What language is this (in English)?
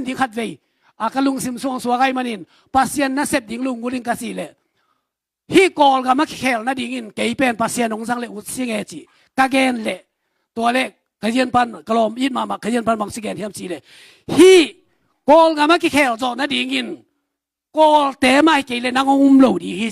Tedim Chin